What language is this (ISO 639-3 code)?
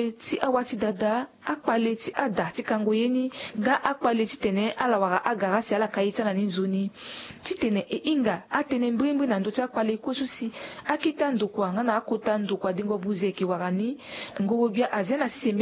sag